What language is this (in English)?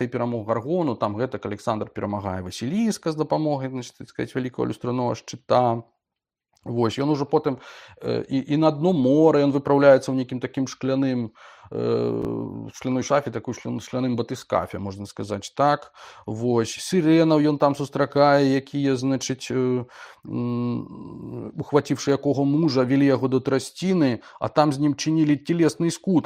Belarusian